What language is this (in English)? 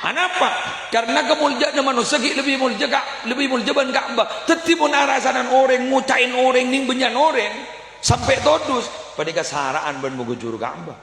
Madurese